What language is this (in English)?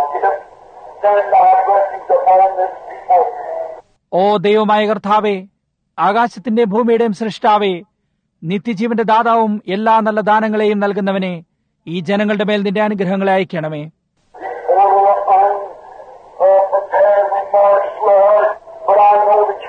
Malayalam